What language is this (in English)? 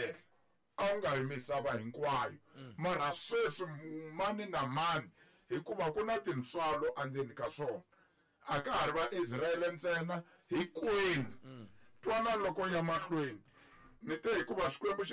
Tsonga